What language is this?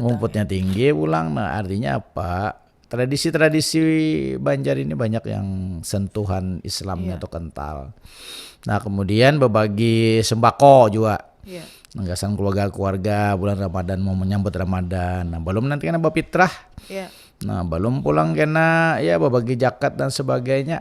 Banjar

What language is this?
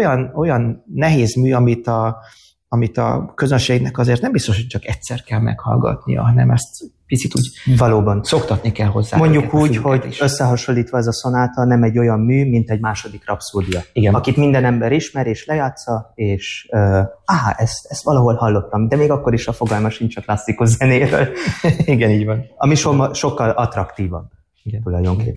Hungarian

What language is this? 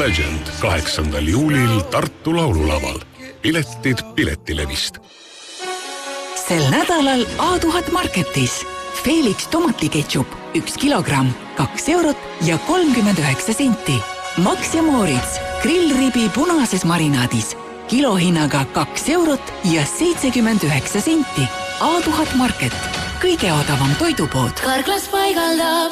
Estonian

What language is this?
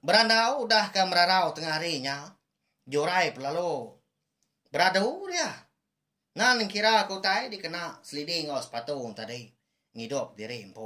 Iban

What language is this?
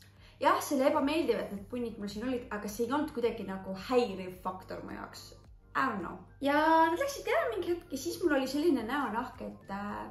Estonian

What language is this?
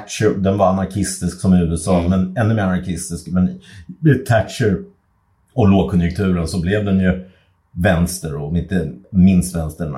Swedish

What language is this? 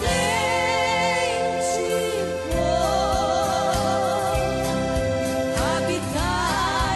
Portuguese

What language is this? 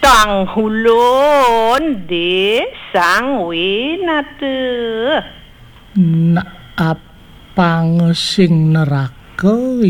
Balinese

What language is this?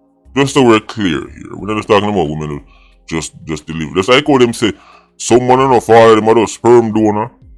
Jamaican Creole English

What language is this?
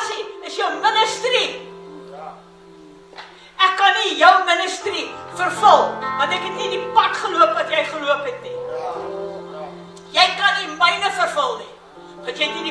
Afrikaans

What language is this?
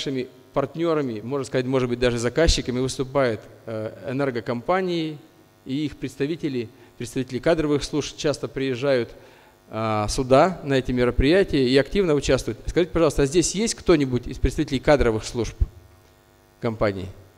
Russian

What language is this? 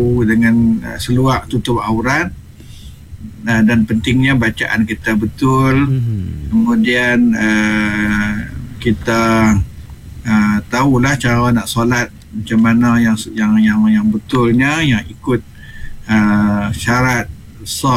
Malay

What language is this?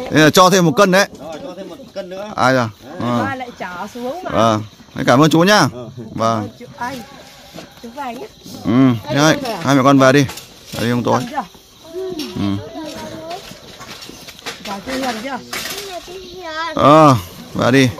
Vietnamese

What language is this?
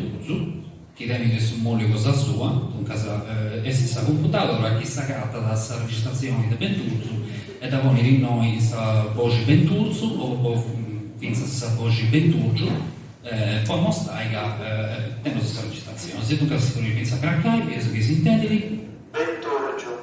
Sardinian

